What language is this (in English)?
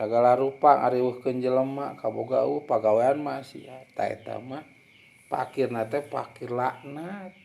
Sundanese